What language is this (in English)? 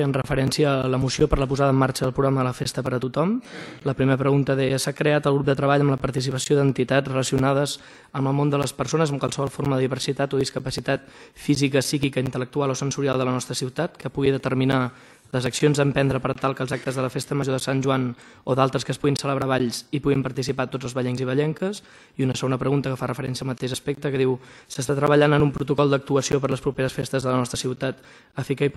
Catalan